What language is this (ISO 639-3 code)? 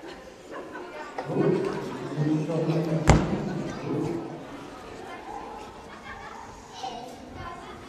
kal